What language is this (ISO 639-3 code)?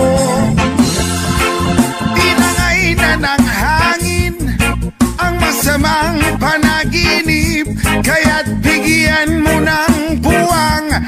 fil